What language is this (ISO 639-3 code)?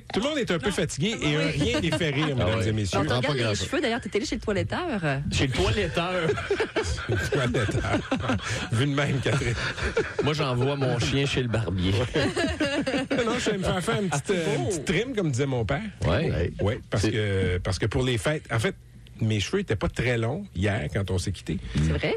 fra